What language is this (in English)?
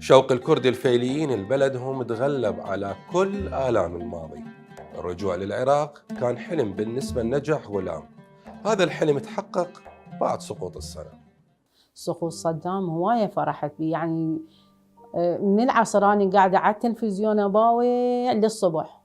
Mesopotamian Arabic